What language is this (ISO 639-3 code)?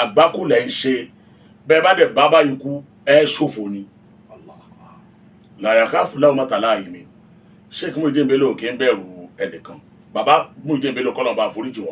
yor